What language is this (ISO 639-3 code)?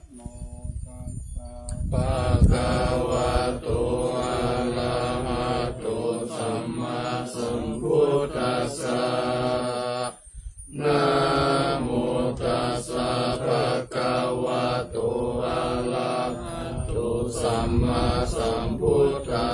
pli